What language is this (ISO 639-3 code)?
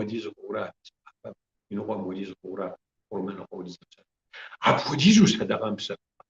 kbd